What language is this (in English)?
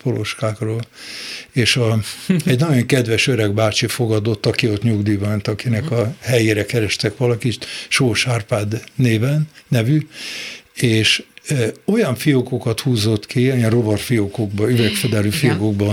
Hungarian